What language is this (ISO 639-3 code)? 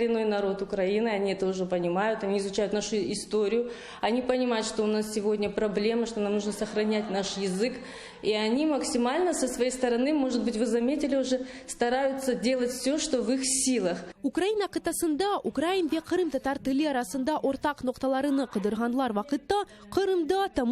crh